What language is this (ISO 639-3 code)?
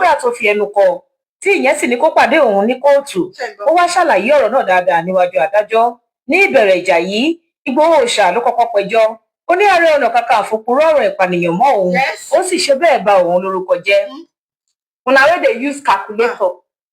yor